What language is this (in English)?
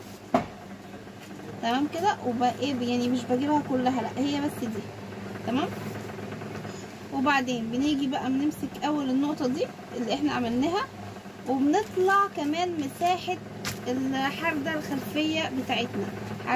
Egyptian Arabic